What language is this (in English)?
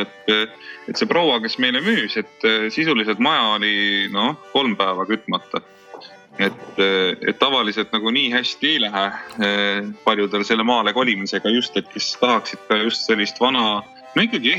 Estonian